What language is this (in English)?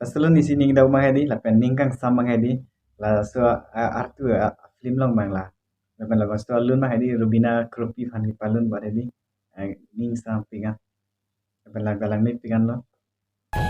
Karbi